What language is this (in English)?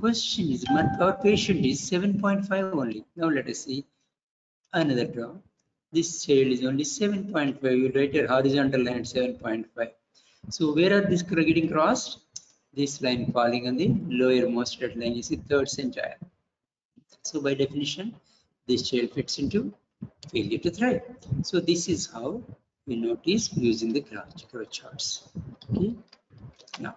English